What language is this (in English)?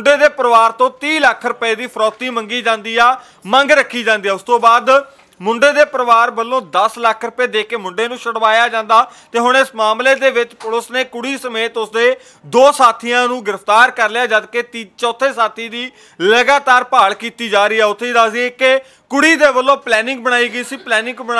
Punjabi